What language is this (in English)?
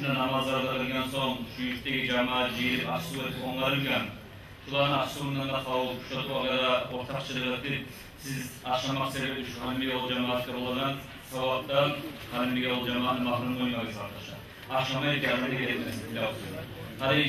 Kumyk